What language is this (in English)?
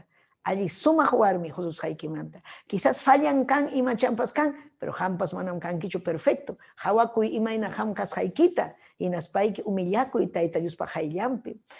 Ayacucho Quechua